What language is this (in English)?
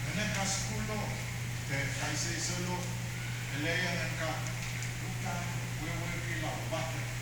Pohnpeian